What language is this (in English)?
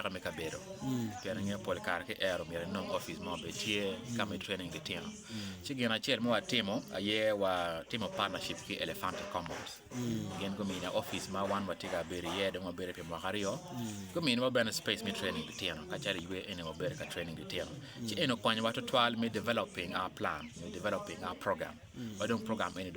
Acoli